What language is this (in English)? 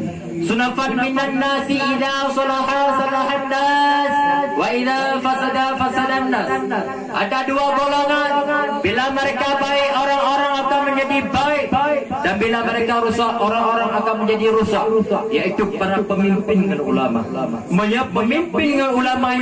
Achinese